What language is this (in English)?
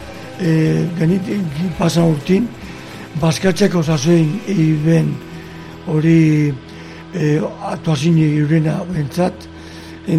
Basque